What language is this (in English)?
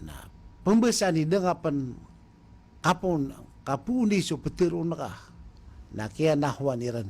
Maranao